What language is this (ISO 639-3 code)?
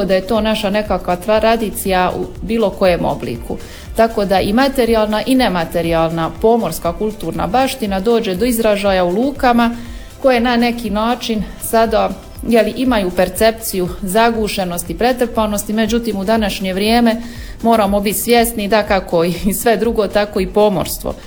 hrv